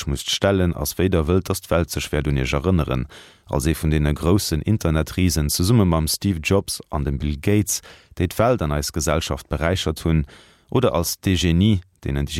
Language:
Luxembourgish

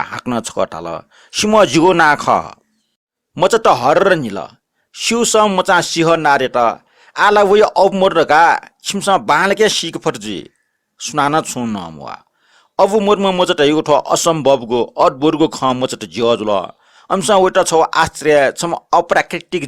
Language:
Newari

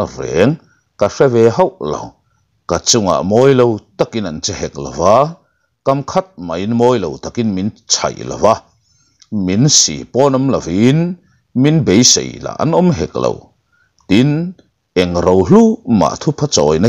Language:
Mizo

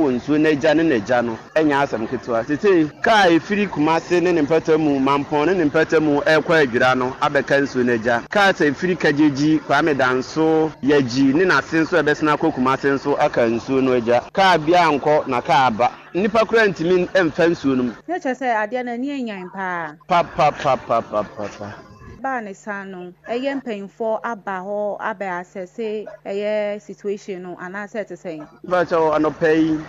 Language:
Akan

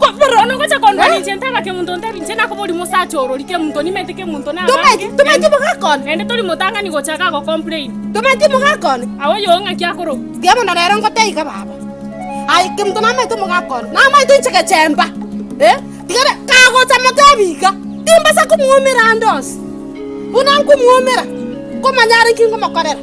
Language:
Gusii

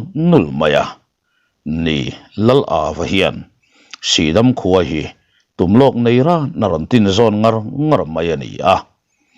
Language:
Mizo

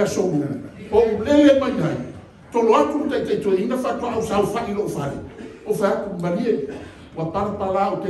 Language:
Samoan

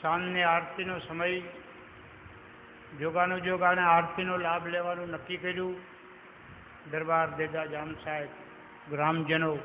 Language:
Gujarati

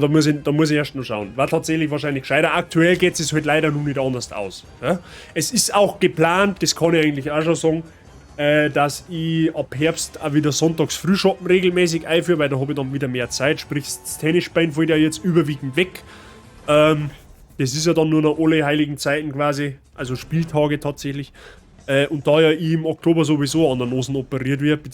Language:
Bavarian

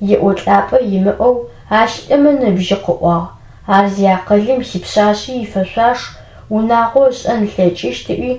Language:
Adyghe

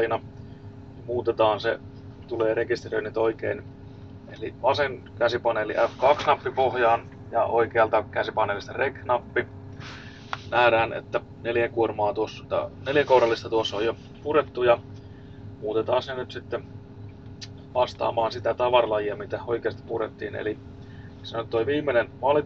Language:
Finnish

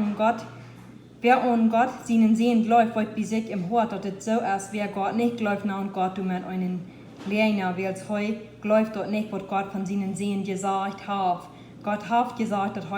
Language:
Plautdietsch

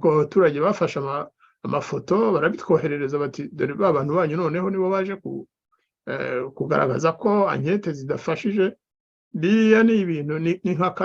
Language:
Kinyarwanda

